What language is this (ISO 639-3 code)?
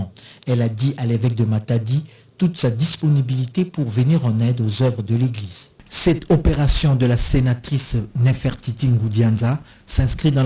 fra